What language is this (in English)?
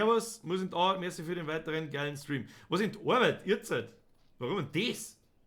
Bavarian